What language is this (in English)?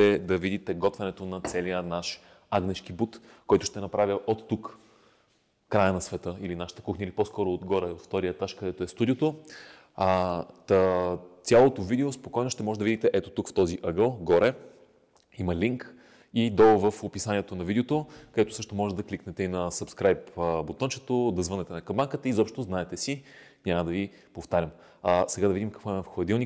Bulgarian